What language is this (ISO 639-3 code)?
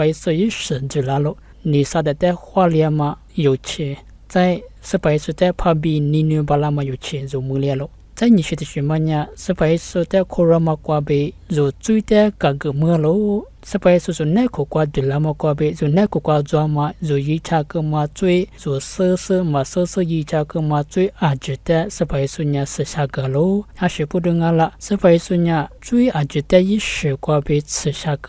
lis